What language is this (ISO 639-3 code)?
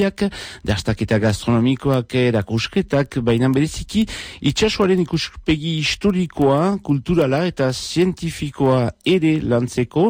eus